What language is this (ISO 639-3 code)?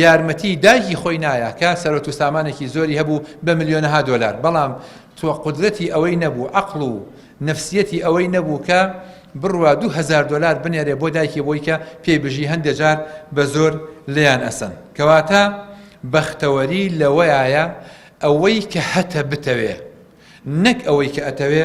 ckb